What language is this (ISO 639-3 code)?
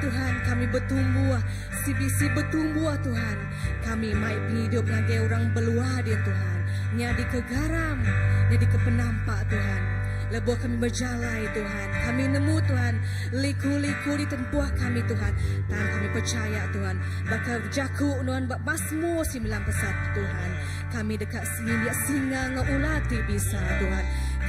iba